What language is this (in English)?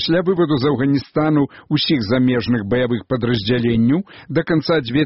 Belarusian